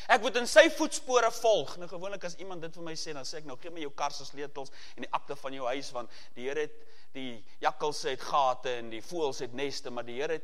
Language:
Afrikaans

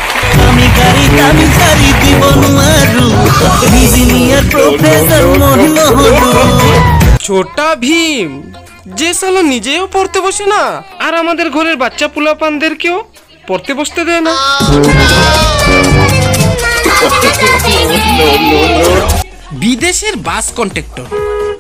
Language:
Bangla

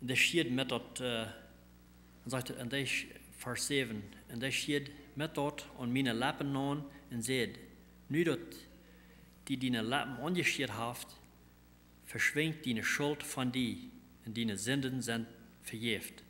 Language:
Plautdietsch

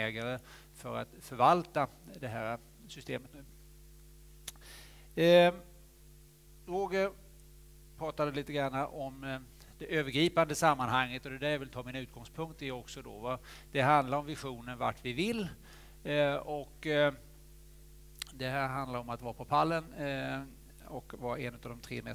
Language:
Swedish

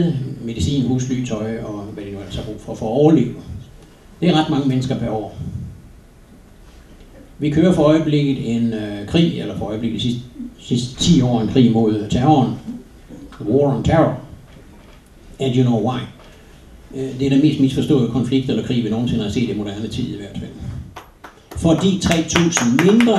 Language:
Danish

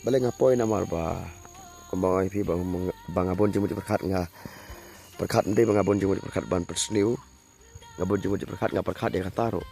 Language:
Khasi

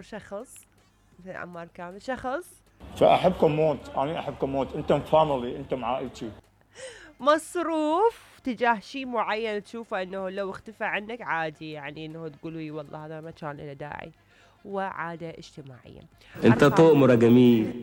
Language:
Mesopotamian Arabic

